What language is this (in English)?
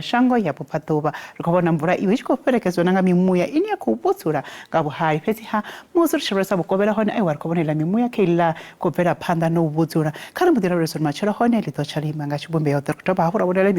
Venda